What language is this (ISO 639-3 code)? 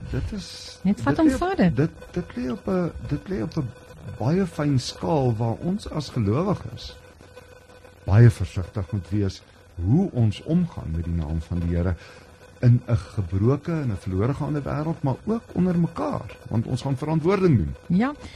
afr